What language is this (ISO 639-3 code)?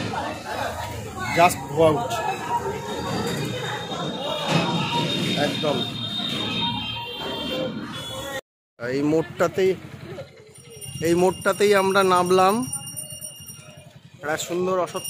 ben